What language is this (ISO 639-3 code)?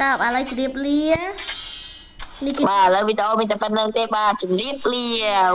khm